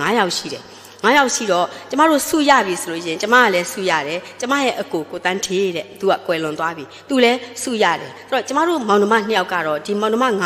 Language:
Burmese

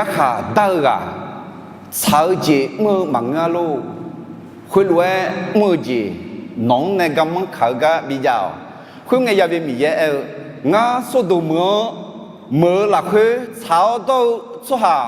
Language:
Akha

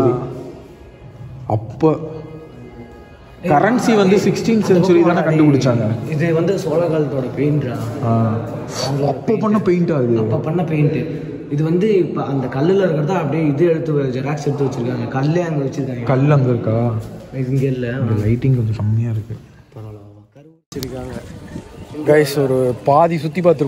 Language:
Tamil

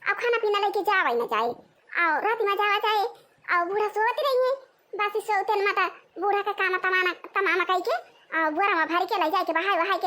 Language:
Awadhi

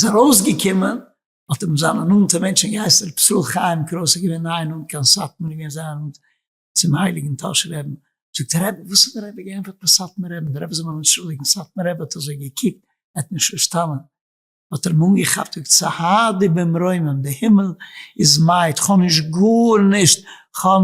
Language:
Yiddish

